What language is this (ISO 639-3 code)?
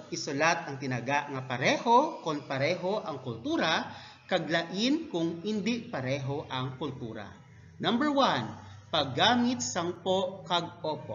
hil